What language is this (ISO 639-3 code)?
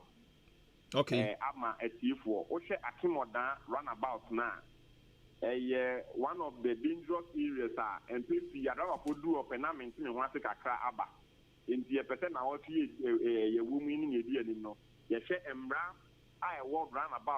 aka